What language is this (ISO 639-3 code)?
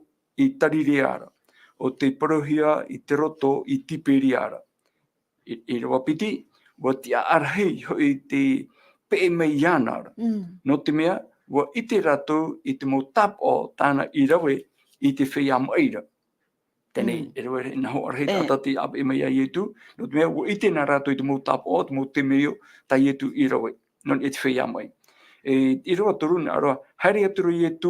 tah